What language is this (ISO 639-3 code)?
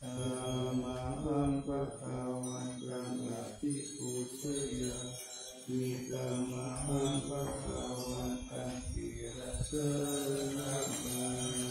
pli